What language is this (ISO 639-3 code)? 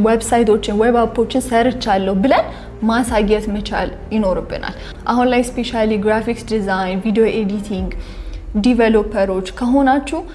amh